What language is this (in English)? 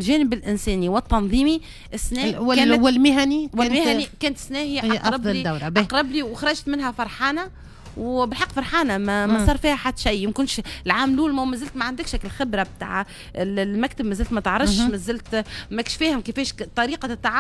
Tunisian Arabic